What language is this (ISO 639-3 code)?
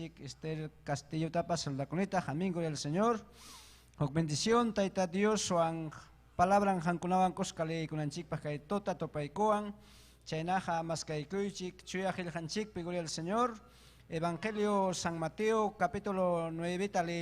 quy